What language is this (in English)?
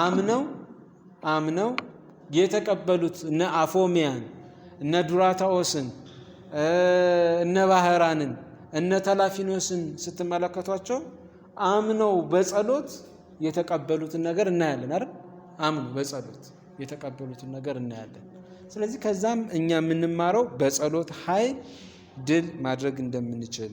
Amharic